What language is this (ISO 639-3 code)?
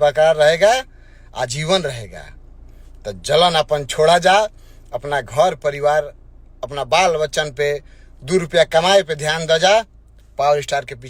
bho